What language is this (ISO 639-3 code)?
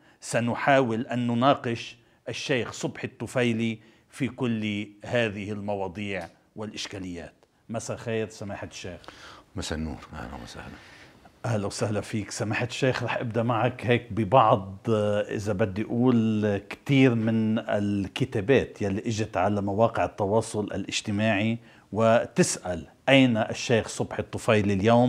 apc